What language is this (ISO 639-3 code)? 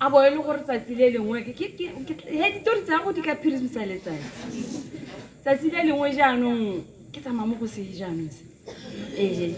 tsn